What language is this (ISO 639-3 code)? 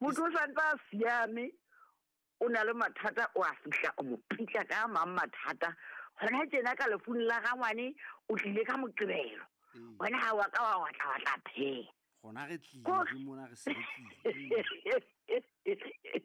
sot